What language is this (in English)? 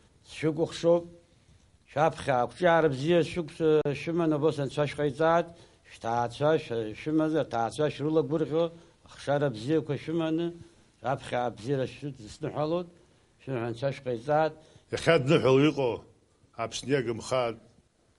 Abkhazian